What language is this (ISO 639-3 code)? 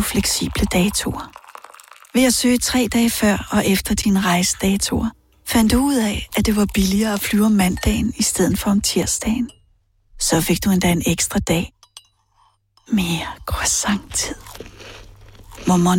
dan